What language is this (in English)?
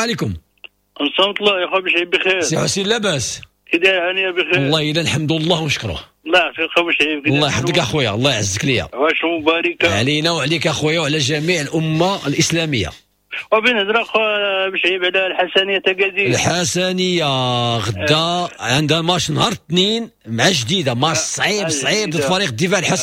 Moroccan Arabic